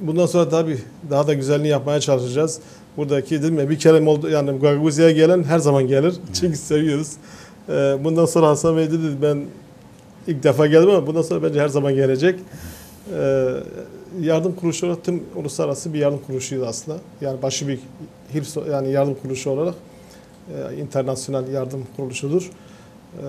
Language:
Gagauz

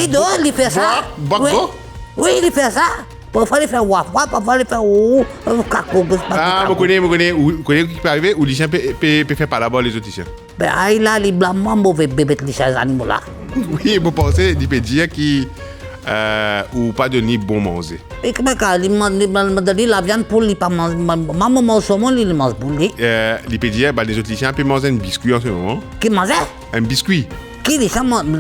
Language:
Morisyen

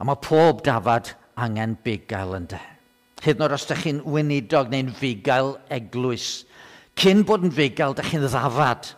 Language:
Welsh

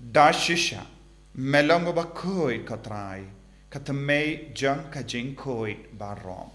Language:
Khasi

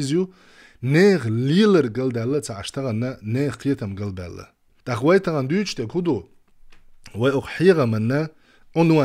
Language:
Chechen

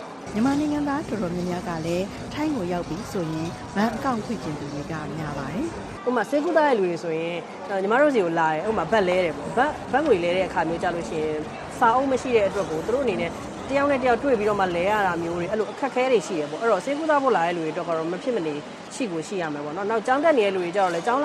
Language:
Burmese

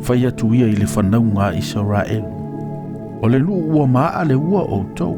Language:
Samoan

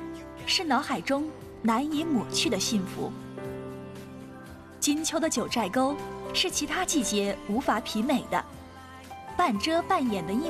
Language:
Chinese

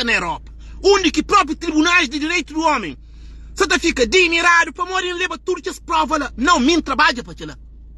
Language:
Kabuverdianu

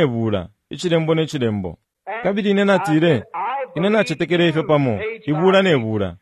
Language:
Bemba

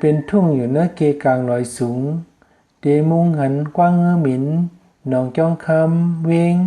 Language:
Shan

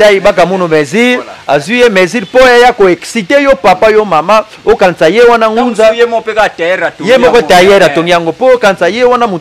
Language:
Lingala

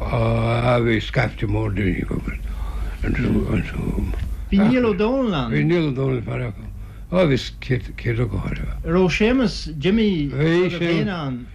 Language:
Irish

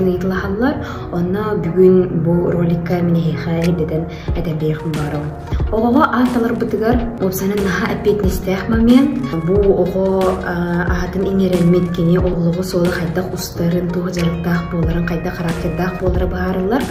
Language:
Yakut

